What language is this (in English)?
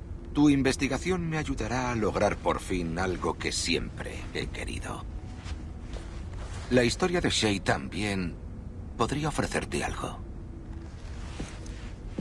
Spanish